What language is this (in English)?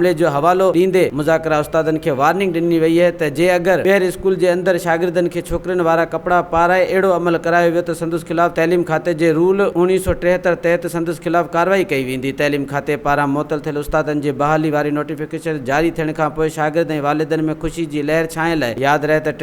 Sindhi